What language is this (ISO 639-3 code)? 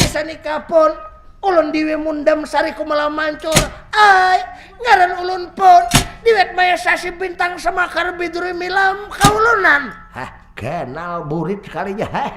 bjn